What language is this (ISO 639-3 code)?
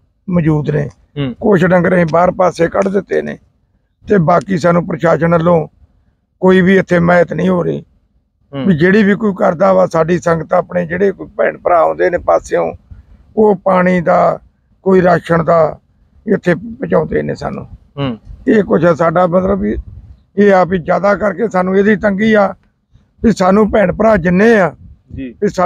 pan